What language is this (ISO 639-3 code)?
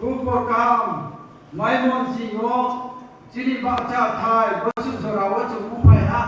ria